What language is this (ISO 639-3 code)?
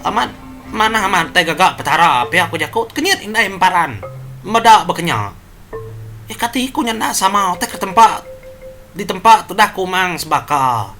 iba